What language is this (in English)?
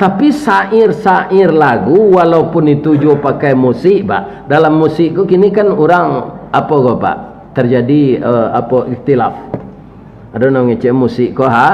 Minangkabau